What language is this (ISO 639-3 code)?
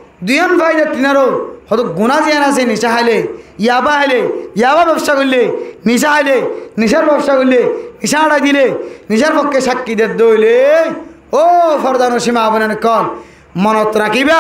rhg